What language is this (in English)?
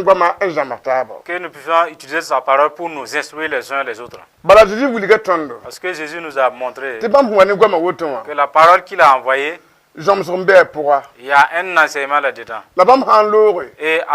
Mossi